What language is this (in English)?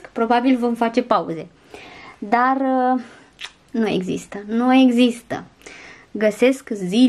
Romanian